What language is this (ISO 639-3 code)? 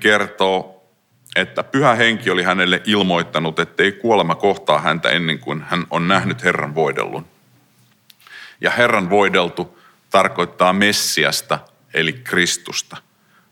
fin